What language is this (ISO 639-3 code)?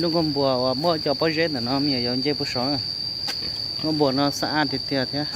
hmn